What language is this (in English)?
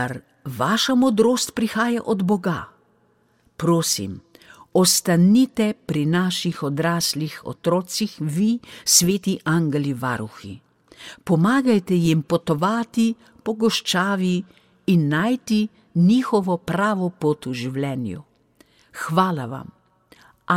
Slovenian